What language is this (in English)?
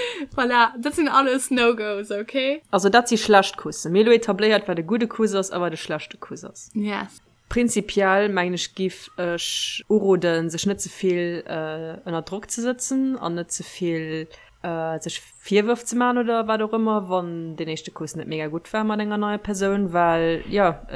Luxembourgish